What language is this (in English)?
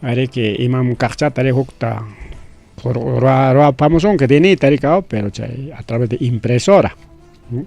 Ayacucho Quechua